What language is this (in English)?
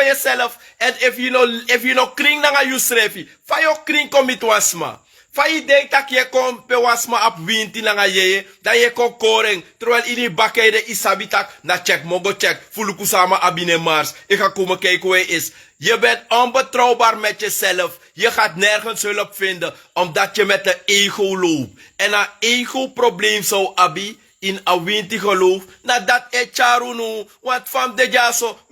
Sranan Tongo